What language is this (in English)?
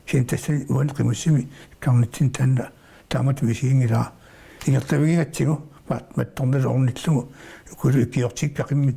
Kalaallisut